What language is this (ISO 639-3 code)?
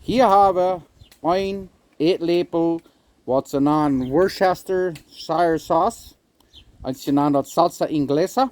pdt